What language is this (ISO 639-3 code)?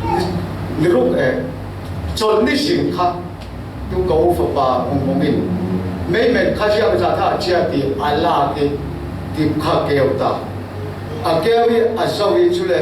cfm